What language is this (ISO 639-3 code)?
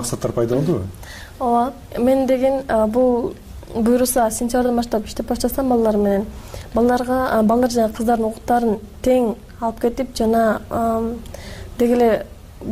kir